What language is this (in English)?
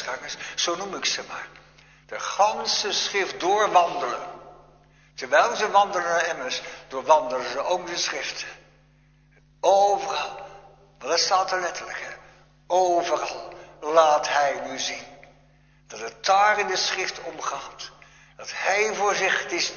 Dutch